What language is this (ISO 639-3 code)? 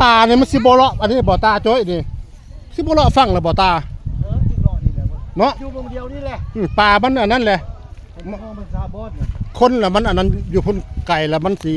tts